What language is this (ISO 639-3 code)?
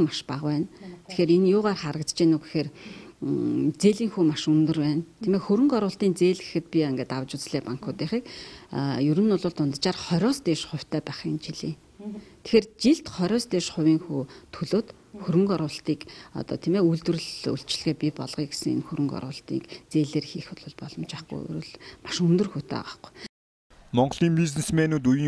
mon